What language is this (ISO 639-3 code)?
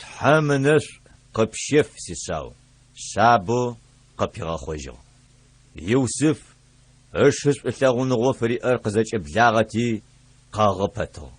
ady